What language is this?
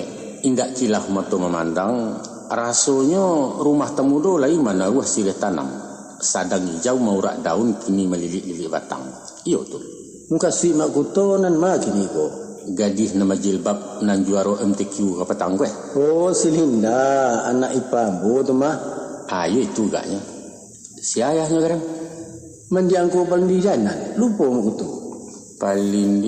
Minangkabau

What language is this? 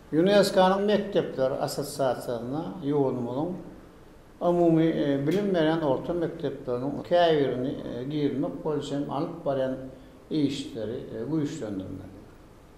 Turkmen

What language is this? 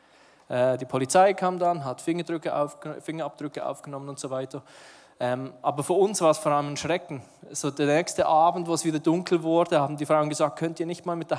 Swiss German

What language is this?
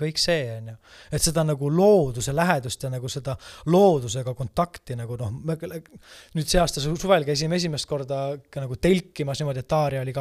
Estonian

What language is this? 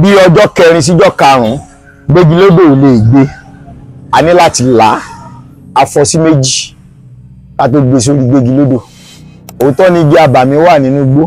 Yoruba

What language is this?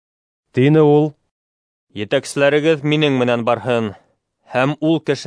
Bashkir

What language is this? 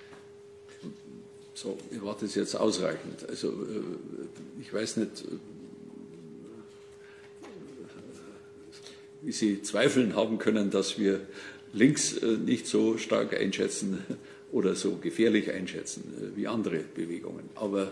German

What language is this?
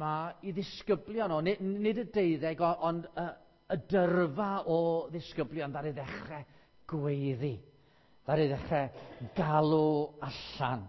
Welsh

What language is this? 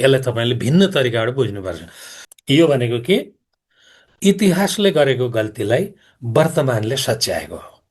Nepali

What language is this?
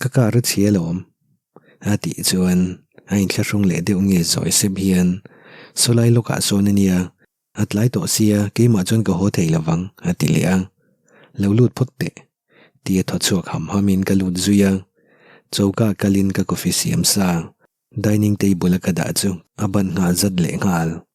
Mizo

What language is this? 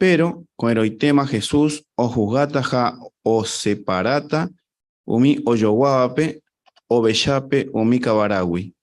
Guarani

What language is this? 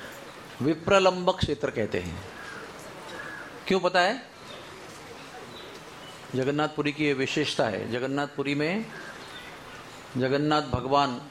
Hindi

